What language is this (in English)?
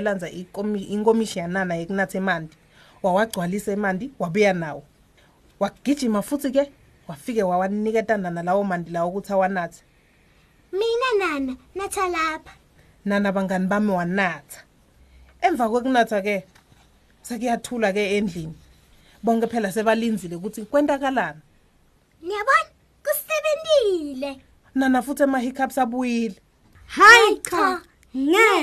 Swati